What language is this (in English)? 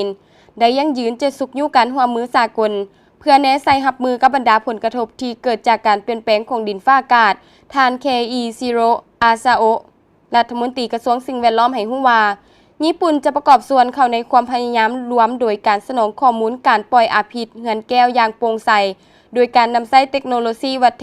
Lao